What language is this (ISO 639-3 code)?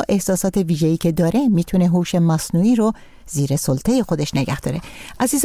fas